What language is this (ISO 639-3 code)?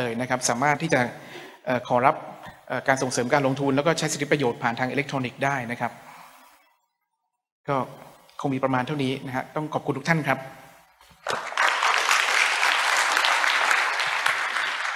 tha